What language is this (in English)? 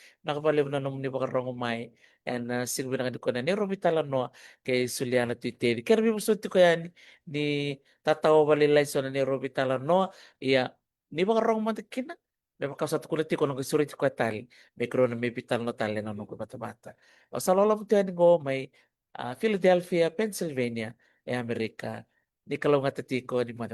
Fijian